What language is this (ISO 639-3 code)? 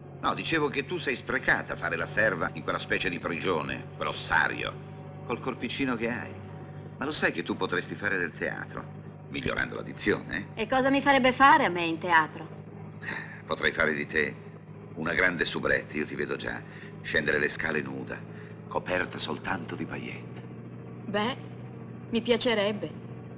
ita